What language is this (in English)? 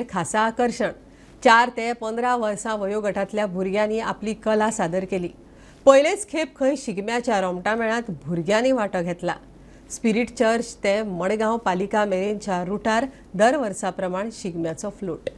Konkani